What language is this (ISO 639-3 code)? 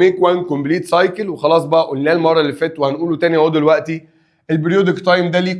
arz